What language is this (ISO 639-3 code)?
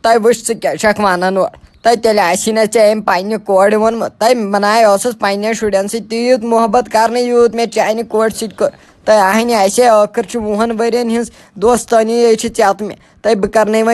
kas